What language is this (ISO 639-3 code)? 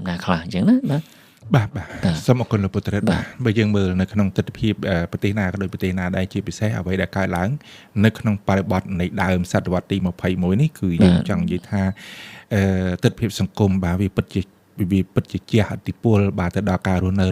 khm